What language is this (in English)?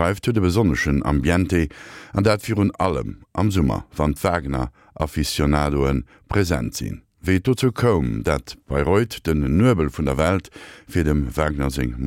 Luxembourgish